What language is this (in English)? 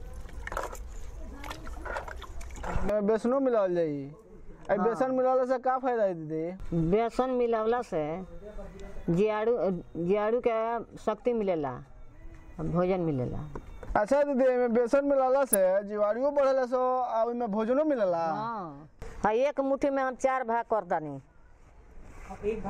Bhojpuri